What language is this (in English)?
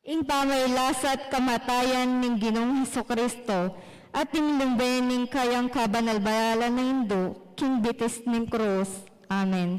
Pampanga